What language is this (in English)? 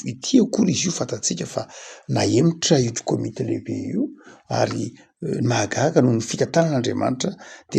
Malagasy